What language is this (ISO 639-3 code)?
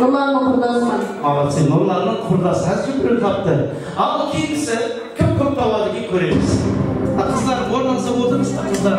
kaa